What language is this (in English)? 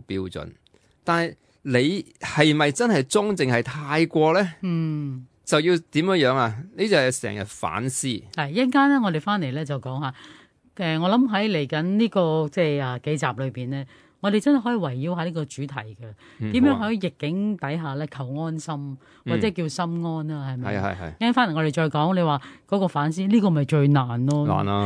Cantonese